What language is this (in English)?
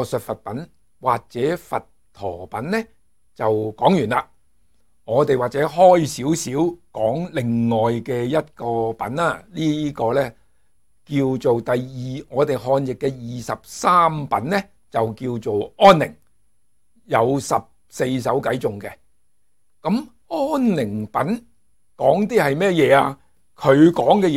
Cantonese